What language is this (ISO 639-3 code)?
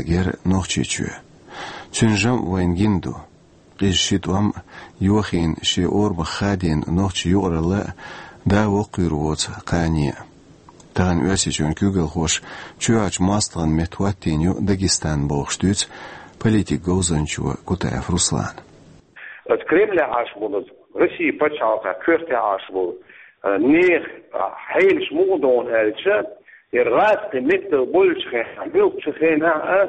che